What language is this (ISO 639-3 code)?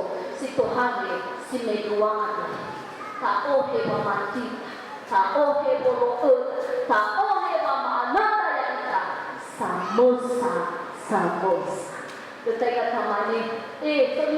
nia